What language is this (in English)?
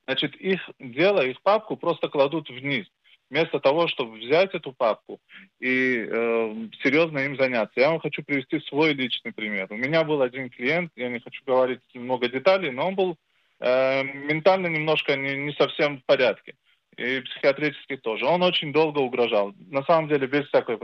Russian